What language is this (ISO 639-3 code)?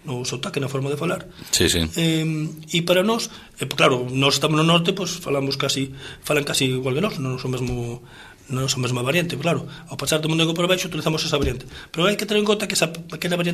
glg